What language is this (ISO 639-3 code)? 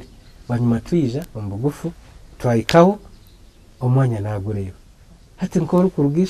nyn